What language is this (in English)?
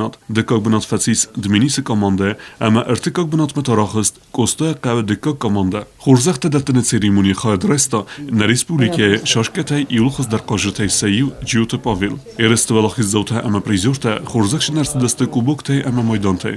Ossetic